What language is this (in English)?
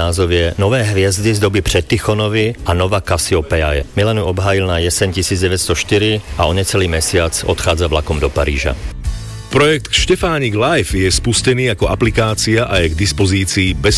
Slovak